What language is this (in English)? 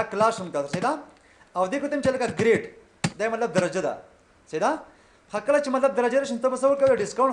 Pashto